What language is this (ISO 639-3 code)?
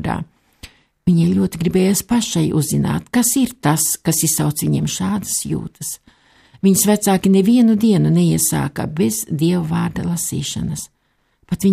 lav